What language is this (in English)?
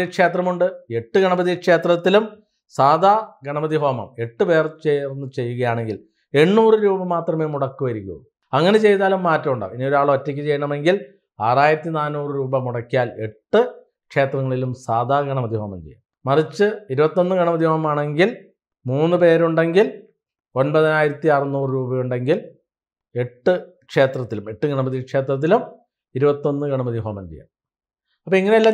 Malayalam